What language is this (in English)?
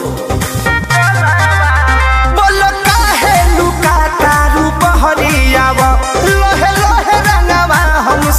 Bhojpuri